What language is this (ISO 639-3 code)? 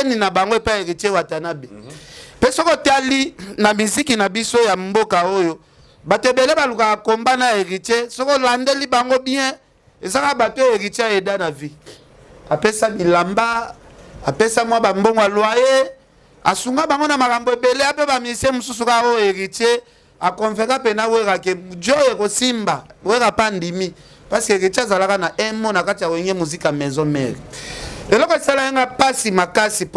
lin